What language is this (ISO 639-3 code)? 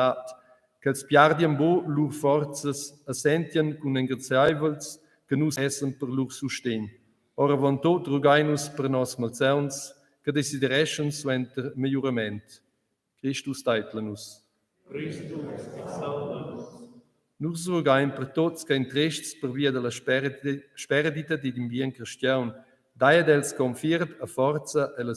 roh